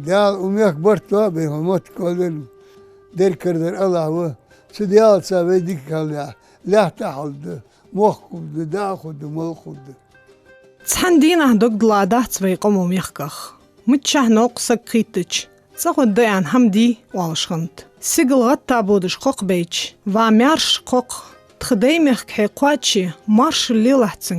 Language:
Ingush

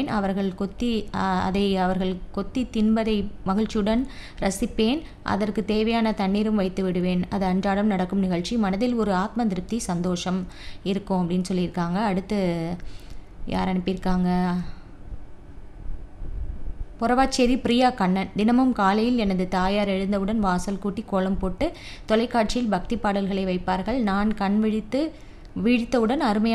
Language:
Tamil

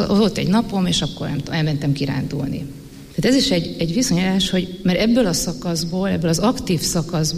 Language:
Hungarian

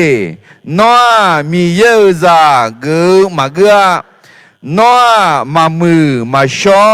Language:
Akha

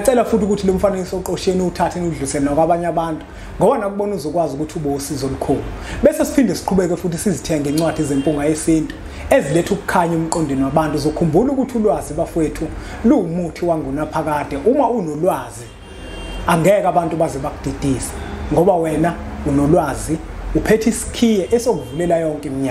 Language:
Zulu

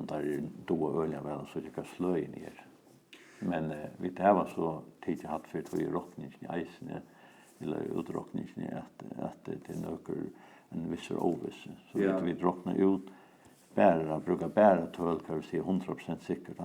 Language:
Faroese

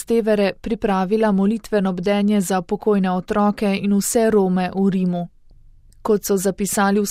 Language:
Slovenian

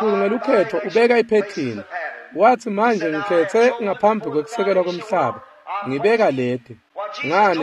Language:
Swati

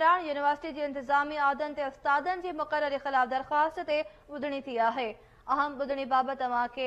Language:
Sindhi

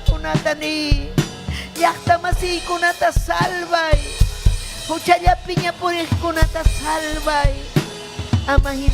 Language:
Ayacucho Quechua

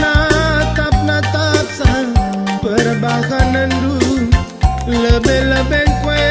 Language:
Batak Karo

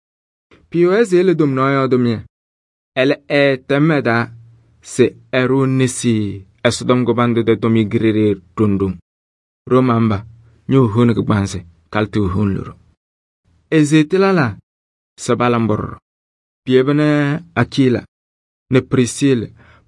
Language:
Kabiyè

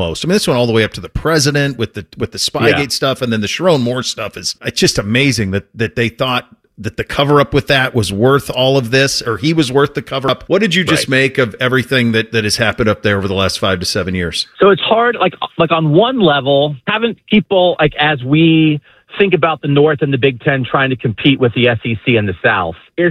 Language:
English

